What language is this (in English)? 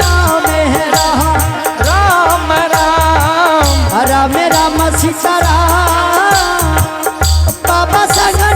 Angika